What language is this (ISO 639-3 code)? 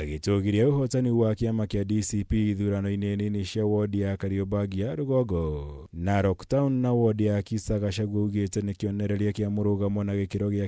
kik